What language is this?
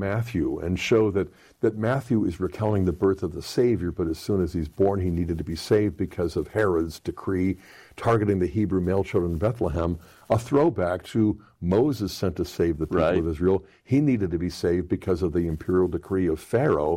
English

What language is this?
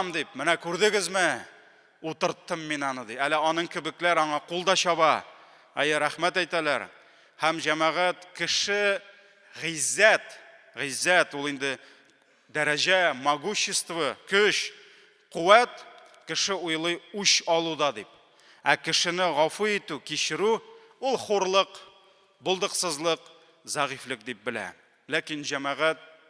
Tatar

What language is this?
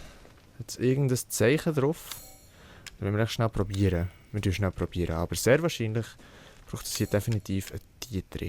Swiss German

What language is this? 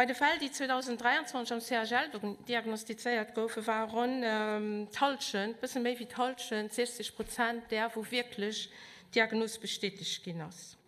Luxembourgish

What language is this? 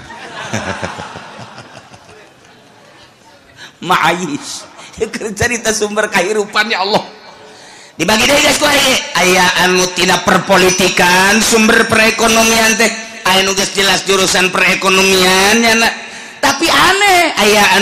Sundanese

